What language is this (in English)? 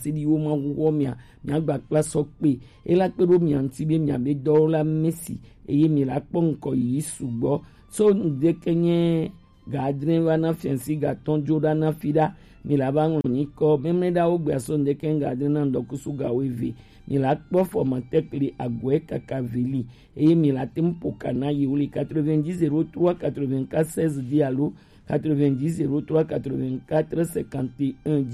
Gen